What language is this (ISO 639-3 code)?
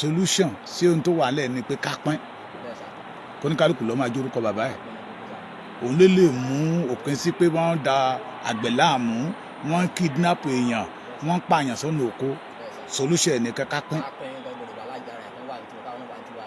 yor